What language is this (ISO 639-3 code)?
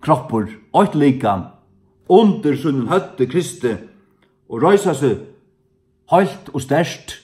fao